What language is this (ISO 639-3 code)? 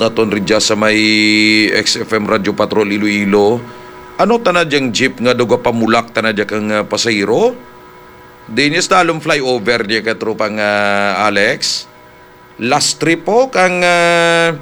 hil